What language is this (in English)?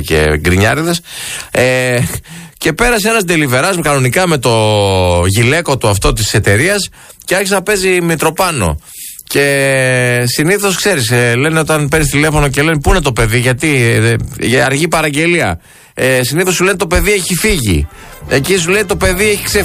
Greek